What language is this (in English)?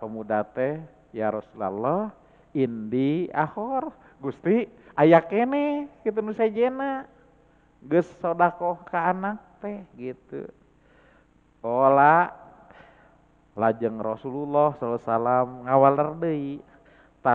Sundanese